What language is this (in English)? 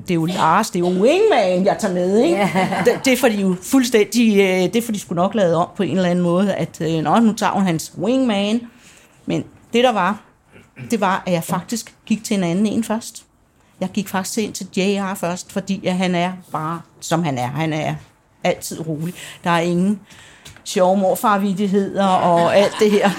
Danish